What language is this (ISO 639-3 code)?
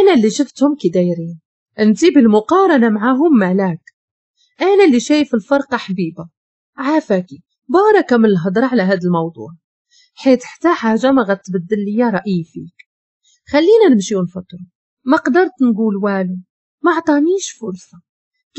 ary